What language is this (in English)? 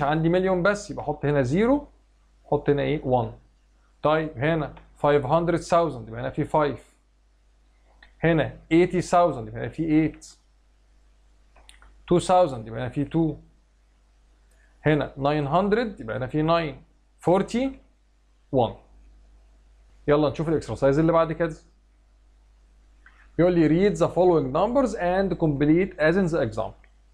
Egyptian Arabic